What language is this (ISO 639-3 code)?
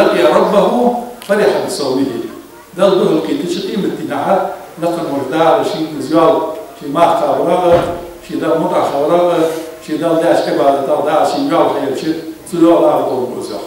inh